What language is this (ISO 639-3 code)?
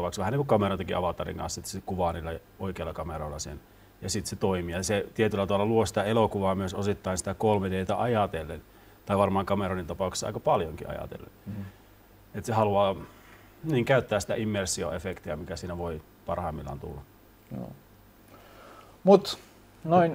fin